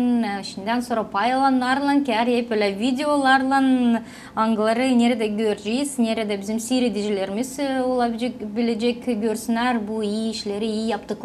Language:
Gagauz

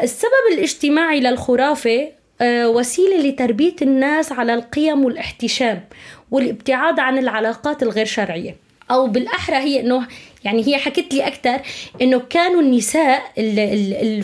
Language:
North Levantine Arabic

